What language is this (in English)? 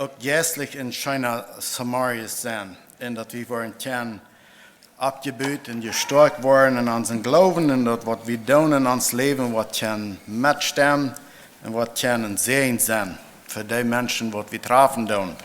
Plautdietsch